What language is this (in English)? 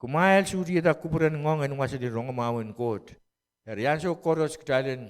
Pohnpeian